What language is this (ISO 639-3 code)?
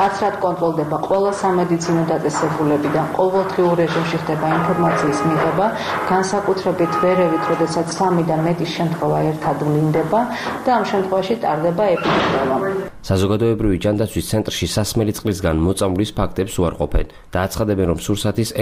kat